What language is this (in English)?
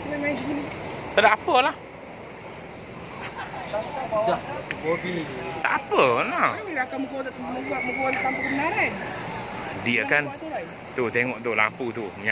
Malay